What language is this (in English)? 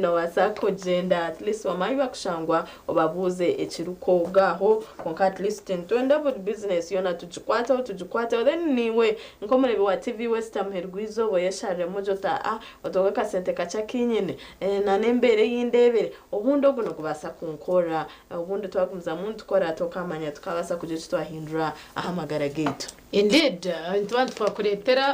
Nyankole